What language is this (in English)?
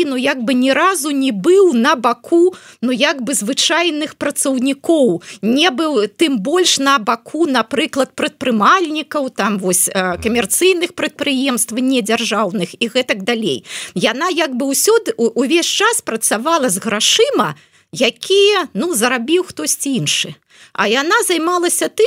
Belarusian